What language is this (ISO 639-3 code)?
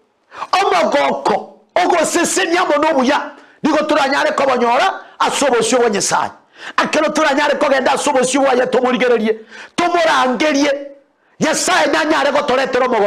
guz